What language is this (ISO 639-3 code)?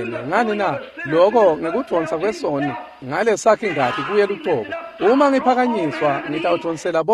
ssw